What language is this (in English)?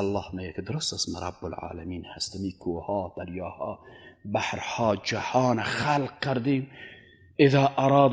Persian